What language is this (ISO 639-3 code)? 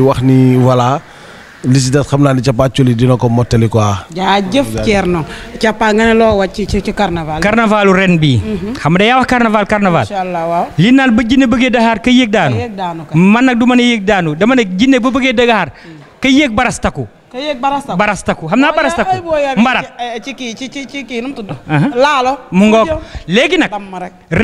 wol